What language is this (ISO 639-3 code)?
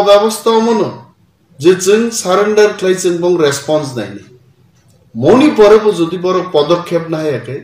trp